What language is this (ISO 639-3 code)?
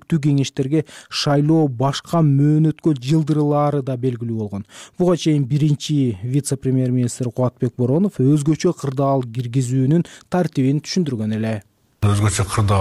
kir